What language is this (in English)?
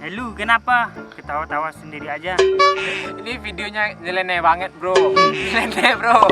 Minangkabau